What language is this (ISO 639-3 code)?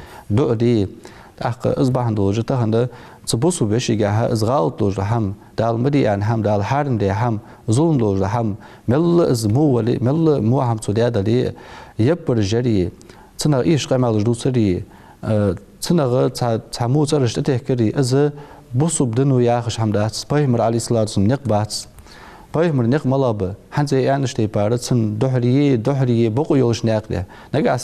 inh